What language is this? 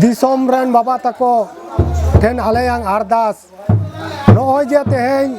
Santali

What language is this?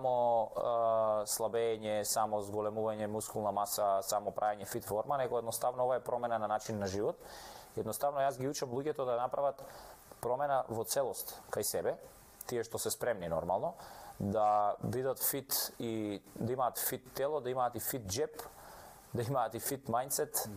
Macedonian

